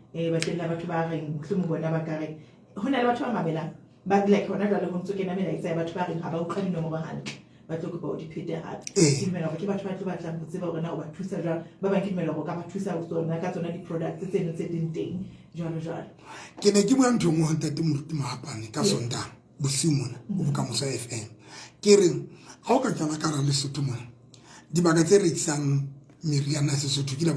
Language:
Southern Sotho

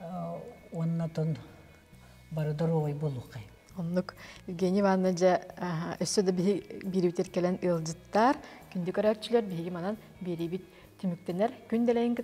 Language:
Yakut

